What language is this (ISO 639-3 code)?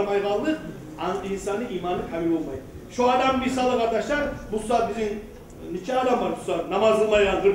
kum